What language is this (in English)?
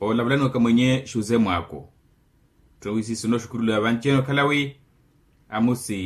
Makhuwa